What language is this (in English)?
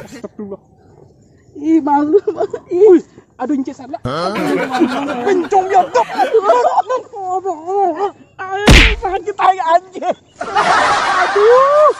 Minangkabau